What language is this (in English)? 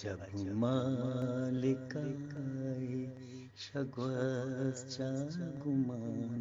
Eastern Balochi